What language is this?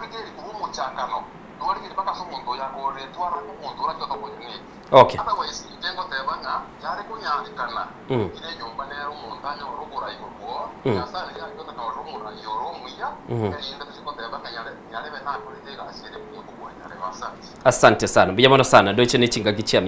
Gusii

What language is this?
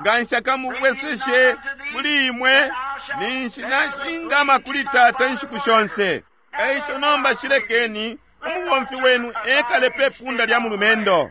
Bemba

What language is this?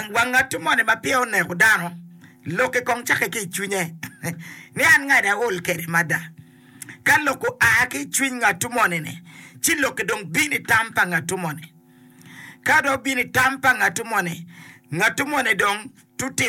Acoli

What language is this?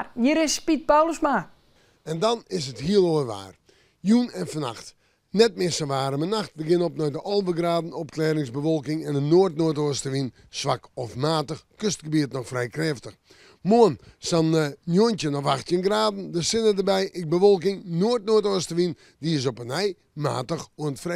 Western Frisian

